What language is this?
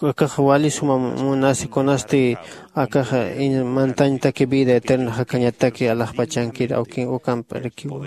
Aymara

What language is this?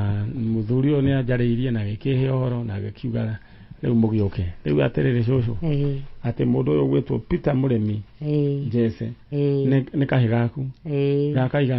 Kikuyu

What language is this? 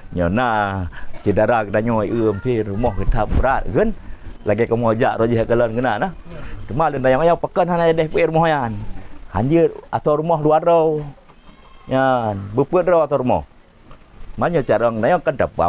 Achinese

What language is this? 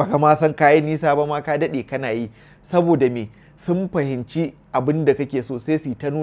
Hausa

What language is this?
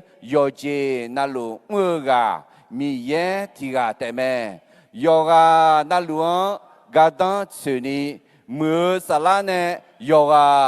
Akha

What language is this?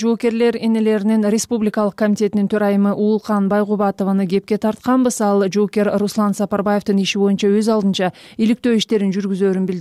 Kyrgyz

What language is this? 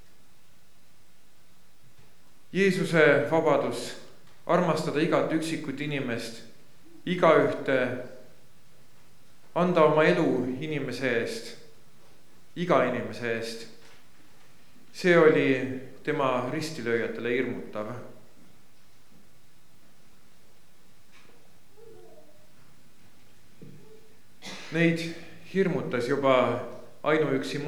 Estonian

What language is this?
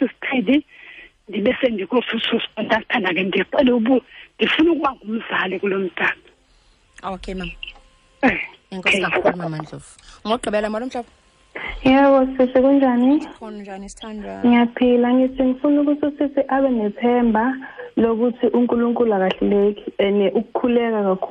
Xhosa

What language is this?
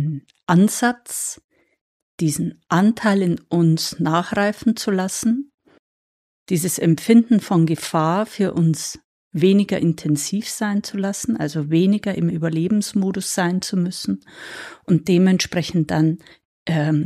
German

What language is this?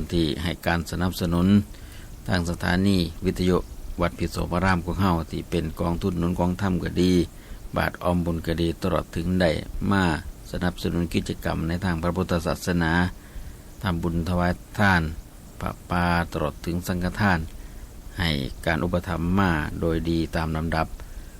Northeastern Thai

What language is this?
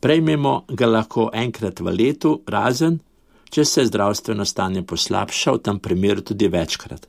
Slovenian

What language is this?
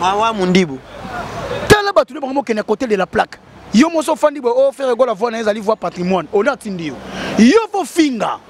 Lingala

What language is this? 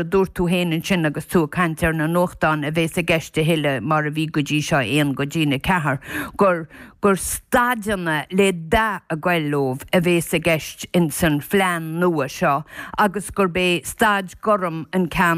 Irish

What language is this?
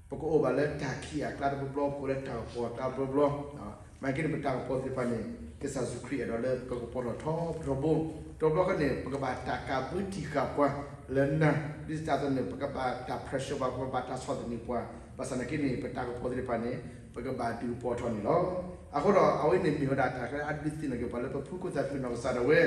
S'gaw Karen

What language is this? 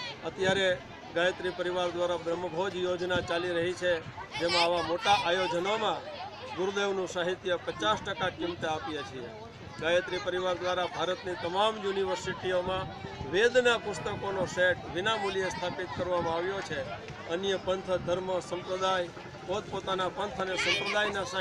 Gujarati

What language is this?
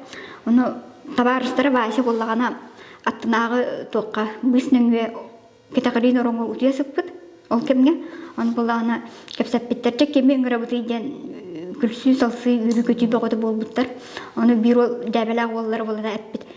Yakut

